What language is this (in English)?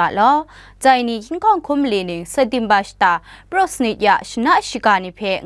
Kachin